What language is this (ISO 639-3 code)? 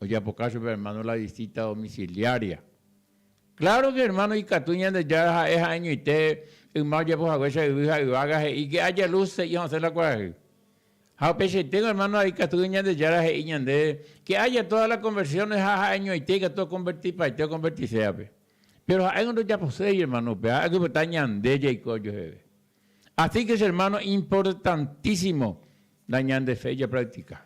grn